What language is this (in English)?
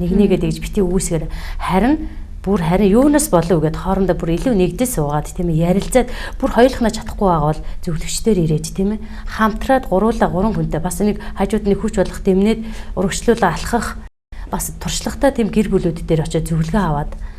Mongolian